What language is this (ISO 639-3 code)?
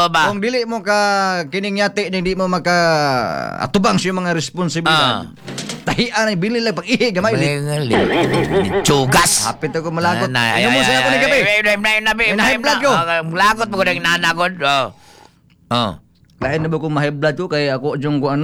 ceb